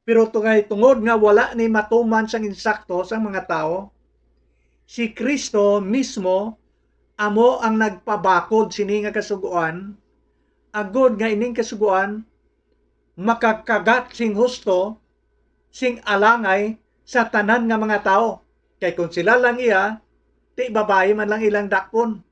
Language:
Hiligaynon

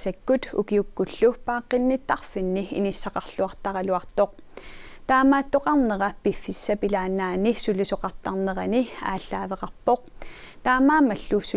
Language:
Kalaallisut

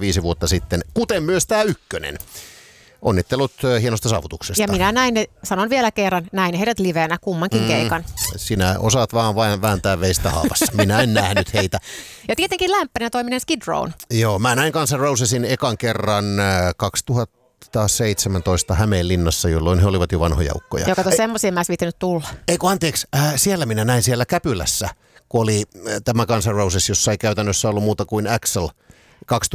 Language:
Finnish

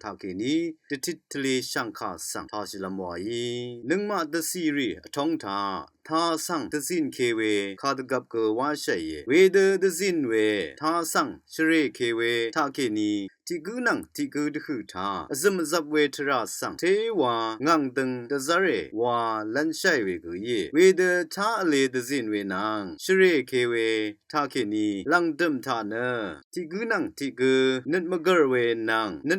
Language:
Rawang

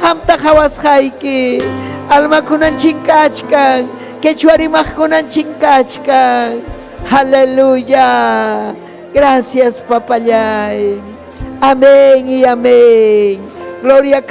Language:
Ayacucho Quechua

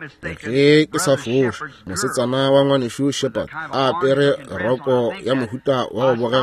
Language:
Northern Sotho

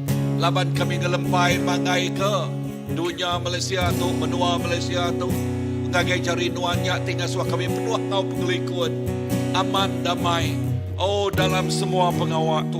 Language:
Iban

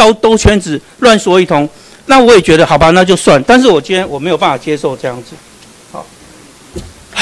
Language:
Chinese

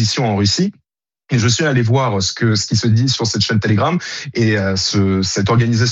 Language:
French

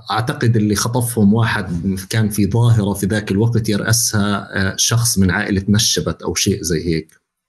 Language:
North Levantine Arabic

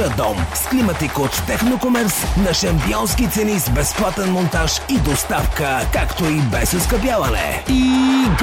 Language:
Bulgarian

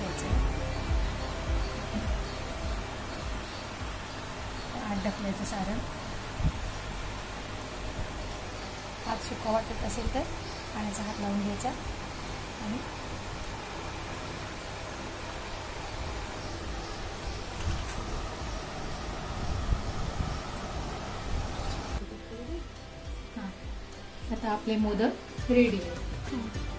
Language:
Marathi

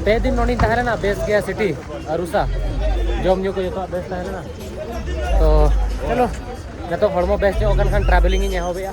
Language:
Santali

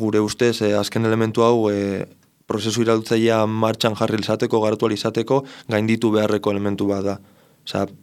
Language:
Basque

